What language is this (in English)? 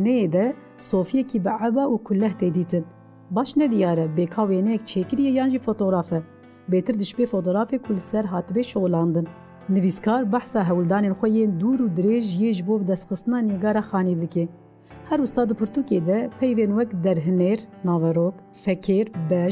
Kurdish